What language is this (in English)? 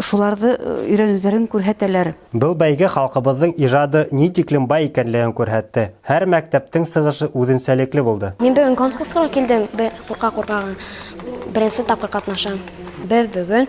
Bashkir